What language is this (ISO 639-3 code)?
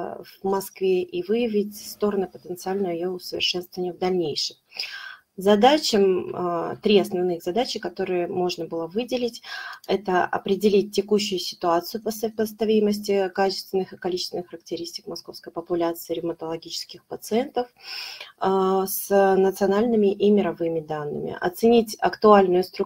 rus